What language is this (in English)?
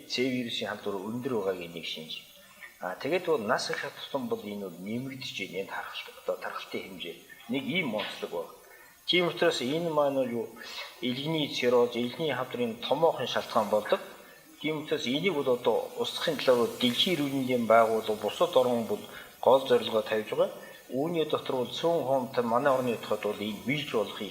Mongolian